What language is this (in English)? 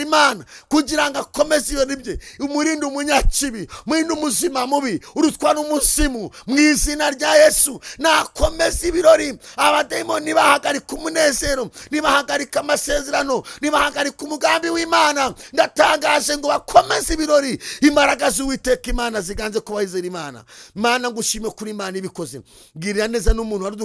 Kinyarwanda